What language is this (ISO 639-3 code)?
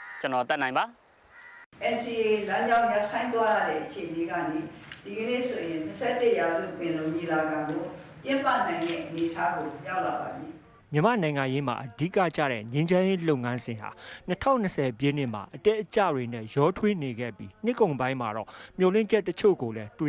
mya